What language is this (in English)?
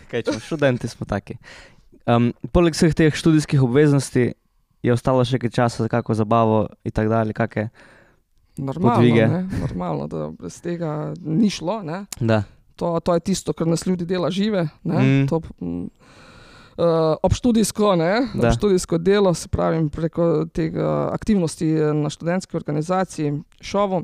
Slovenian